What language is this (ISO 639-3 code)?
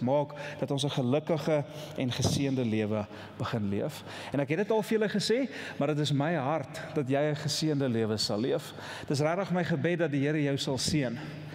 afr